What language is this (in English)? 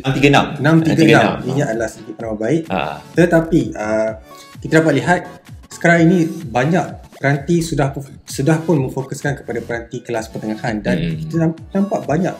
Malay